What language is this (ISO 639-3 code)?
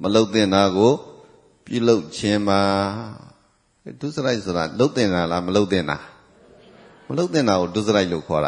mya